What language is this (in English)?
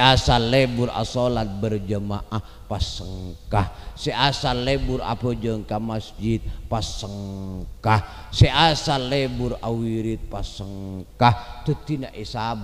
Madurese